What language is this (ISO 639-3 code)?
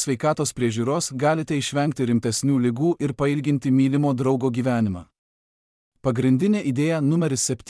lit